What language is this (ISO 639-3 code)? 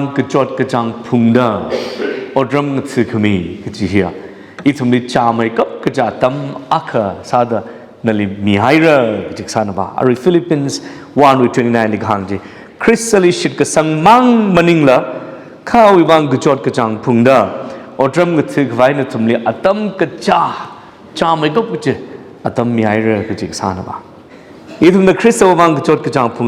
nmf